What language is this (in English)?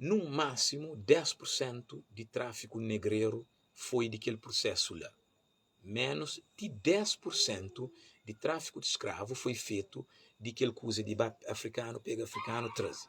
Kabuverdianu